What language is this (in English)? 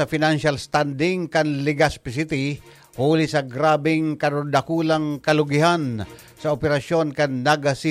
Bikol